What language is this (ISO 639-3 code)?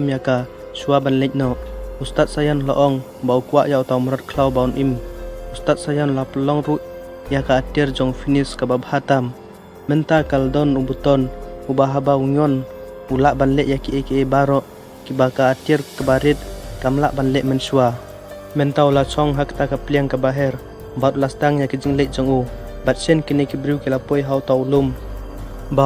kha